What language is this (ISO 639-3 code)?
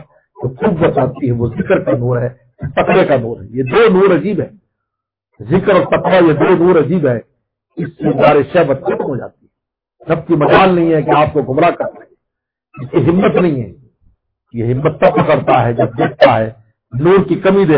urd